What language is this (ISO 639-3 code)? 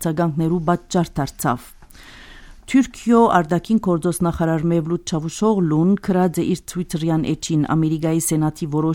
hye